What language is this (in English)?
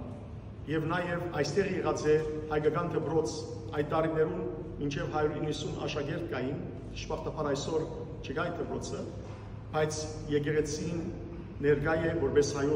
Western Armenian